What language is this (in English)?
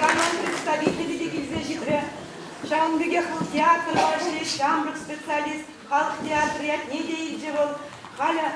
Chuvash